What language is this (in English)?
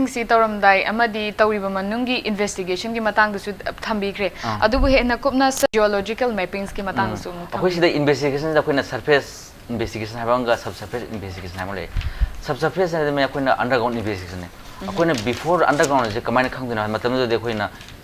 Manipuri